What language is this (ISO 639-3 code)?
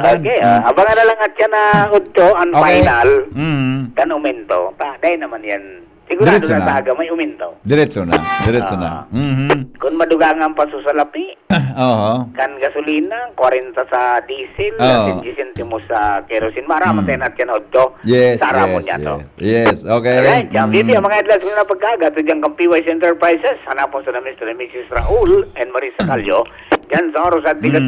bik